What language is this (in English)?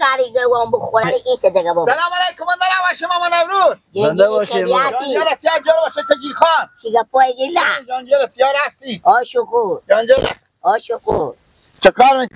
Persian